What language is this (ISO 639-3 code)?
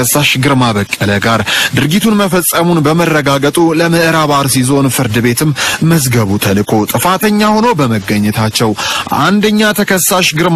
amh